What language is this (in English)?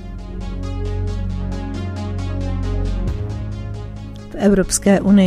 Czech